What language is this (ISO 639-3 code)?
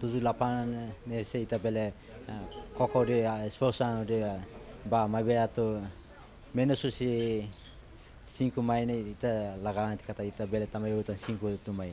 tet